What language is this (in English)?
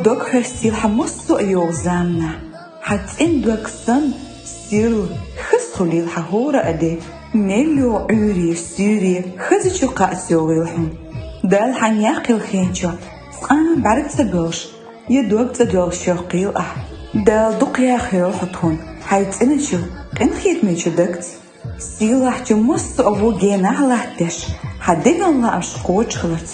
Chechen